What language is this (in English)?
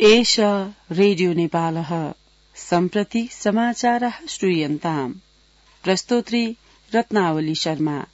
Sanskrit